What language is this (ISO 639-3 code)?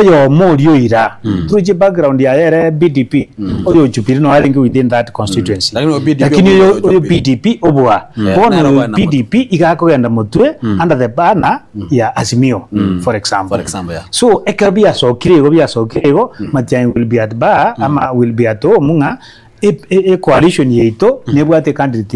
guz